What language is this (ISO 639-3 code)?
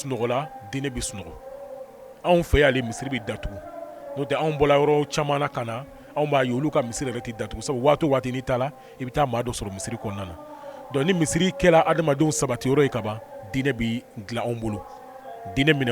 bam